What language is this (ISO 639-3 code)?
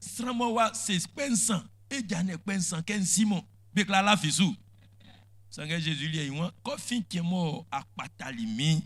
bci